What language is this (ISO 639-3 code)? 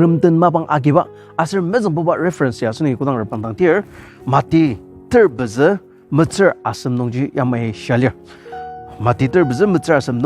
njo